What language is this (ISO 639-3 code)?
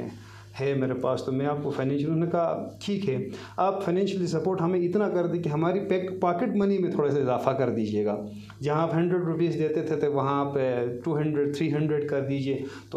urd